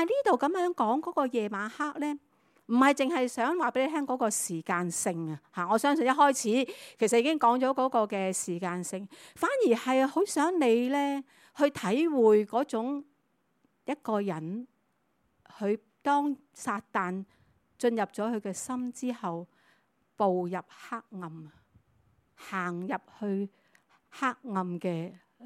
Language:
Cantonese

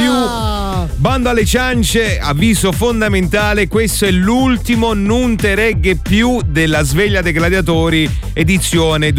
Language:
Italian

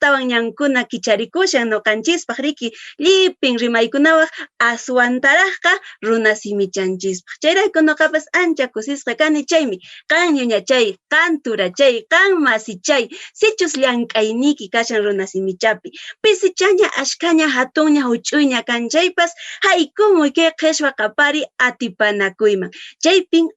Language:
Quechua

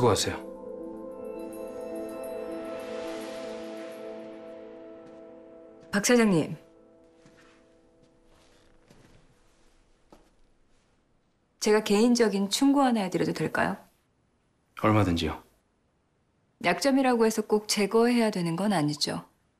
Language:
Korean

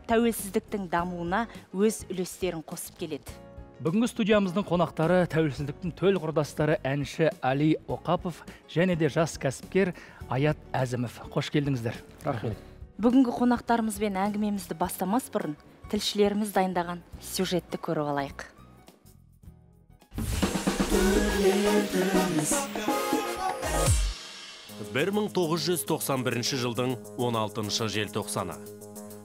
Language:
Kazakh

